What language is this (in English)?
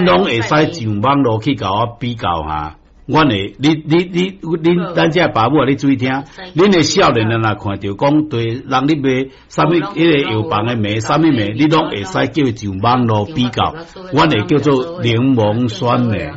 Min Nan Chinese